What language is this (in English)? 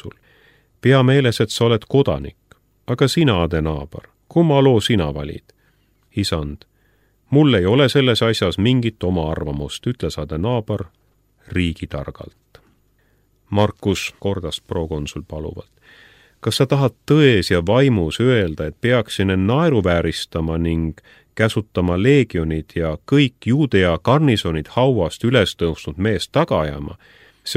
Estonian